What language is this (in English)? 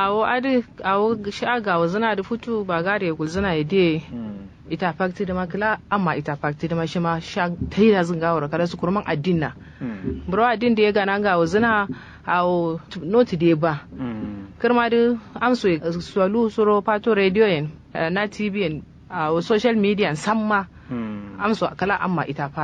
Kanuri